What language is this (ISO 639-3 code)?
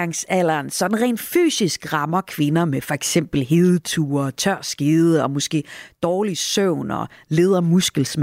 dan